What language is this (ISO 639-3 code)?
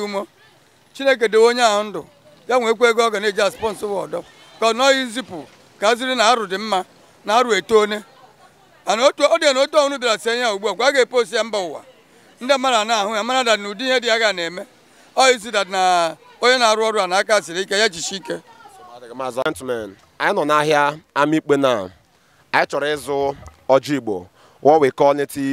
ibo